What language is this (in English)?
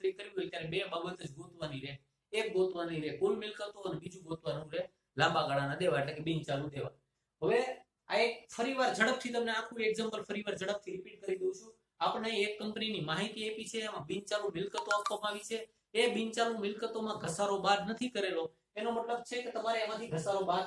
Gujarati